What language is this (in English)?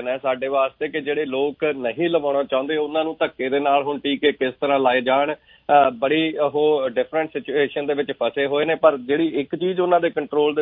Punjabi